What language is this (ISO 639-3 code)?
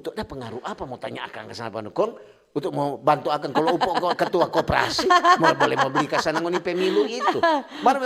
xmm